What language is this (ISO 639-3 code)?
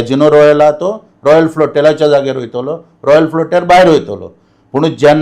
kok